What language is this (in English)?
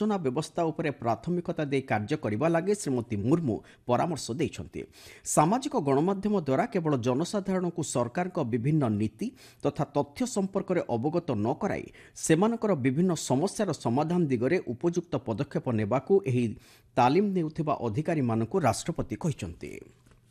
Odia